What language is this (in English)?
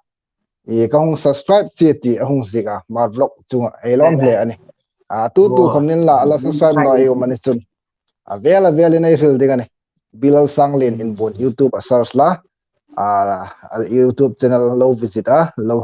Hmar